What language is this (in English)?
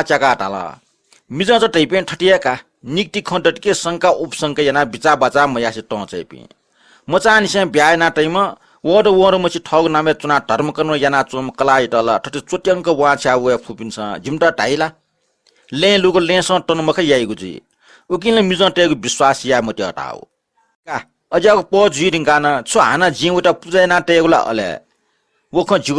Newari